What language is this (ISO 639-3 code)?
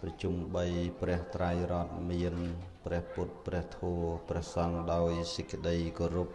khm